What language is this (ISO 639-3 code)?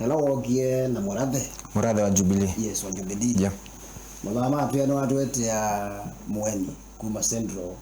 kam